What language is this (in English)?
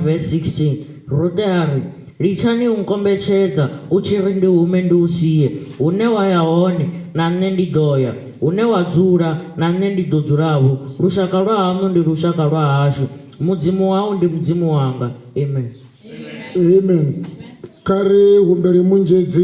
Venda